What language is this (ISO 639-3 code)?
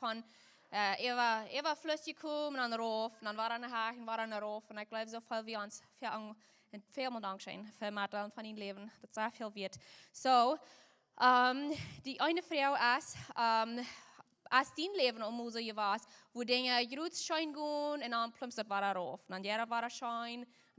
pdt